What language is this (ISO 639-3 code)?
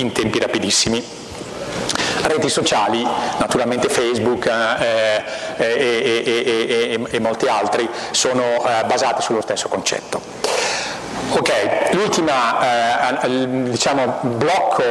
ita